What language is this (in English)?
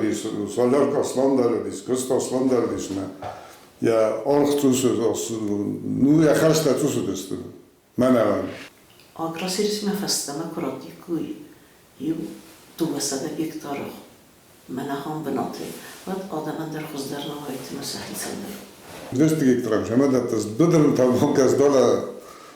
Ossetic